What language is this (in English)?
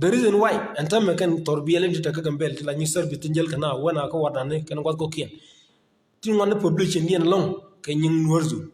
Nuer